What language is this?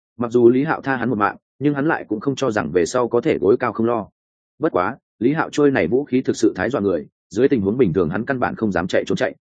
Vietnamese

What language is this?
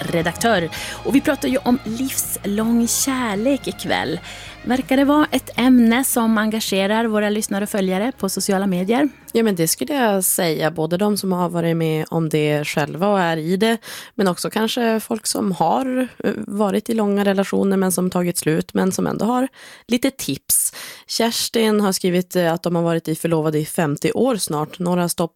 Swedish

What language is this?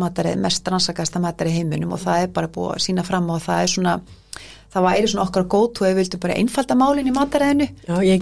Icelandic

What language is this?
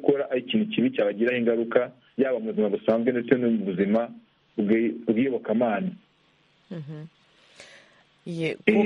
Kinyarwanda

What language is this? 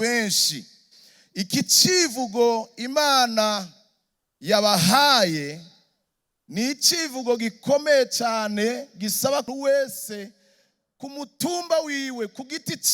Rundi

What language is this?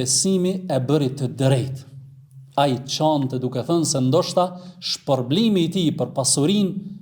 Albanian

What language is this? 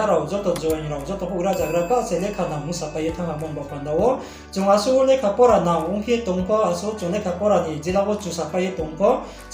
Riang (India)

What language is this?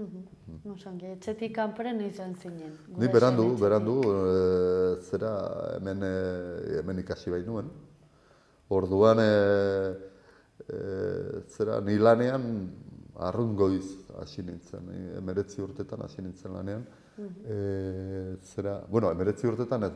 Basque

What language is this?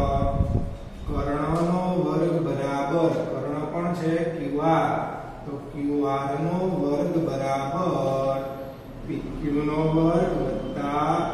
Gujarati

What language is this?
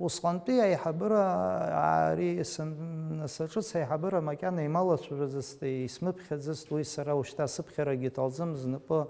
Abkhazian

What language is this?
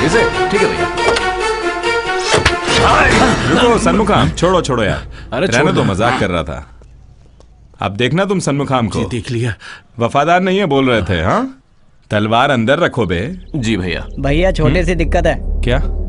Hindi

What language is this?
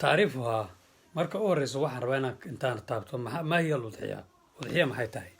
Somali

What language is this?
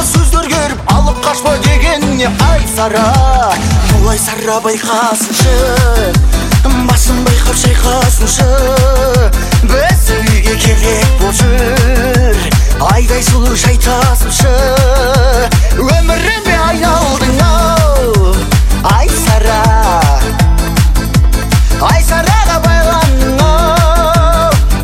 Kazakh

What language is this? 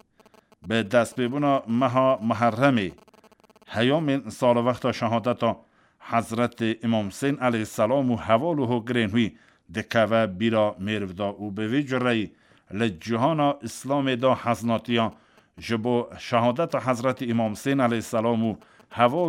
Kurdish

